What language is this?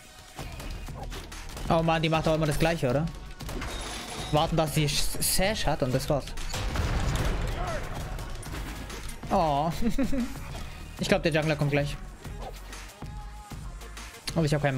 German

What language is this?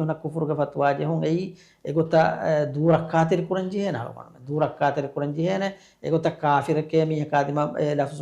Divehi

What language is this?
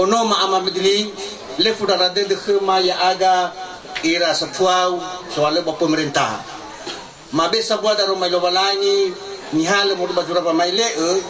Nias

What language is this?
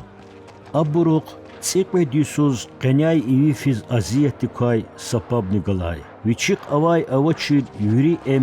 Lezghian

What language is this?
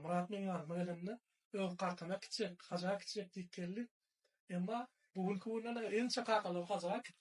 Turkmen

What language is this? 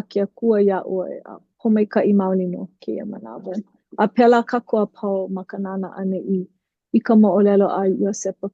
Hawaiian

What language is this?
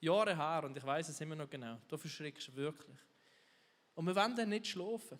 Swiss German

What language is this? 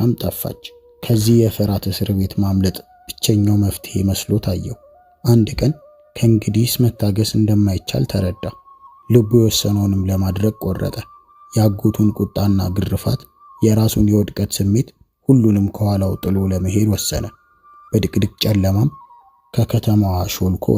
Amharic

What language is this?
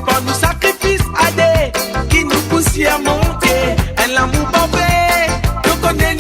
Morisyen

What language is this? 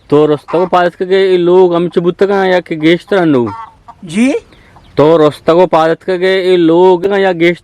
Eastern Balochi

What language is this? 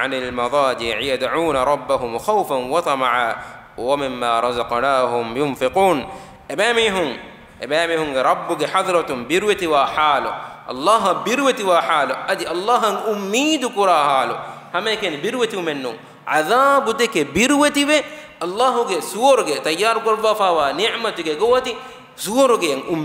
Divehi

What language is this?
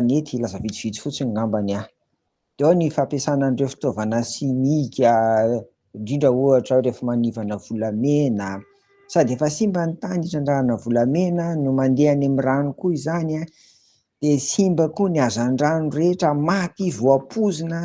Malagasy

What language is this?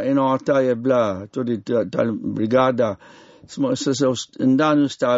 Slovenian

